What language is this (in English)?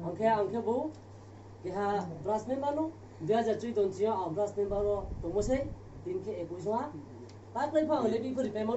Riang (India)